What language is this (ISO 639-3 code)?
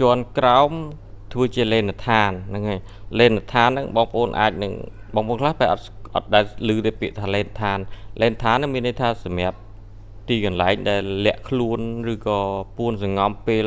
khm